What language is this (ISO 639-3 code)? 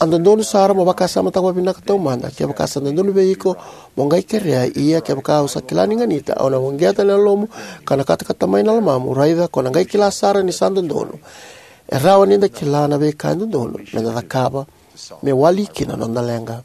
fij